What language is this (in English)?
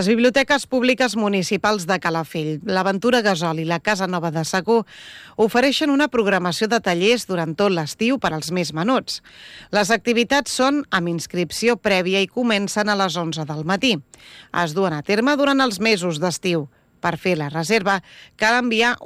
Catalan